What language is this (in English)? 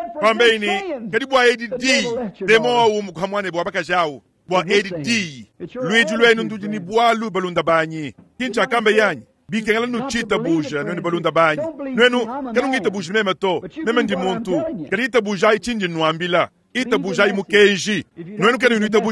Luba-Lulua